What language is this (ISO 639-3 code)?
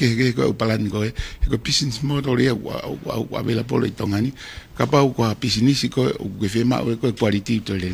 ton